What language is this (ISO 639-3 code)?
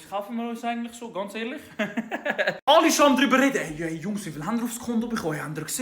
gsw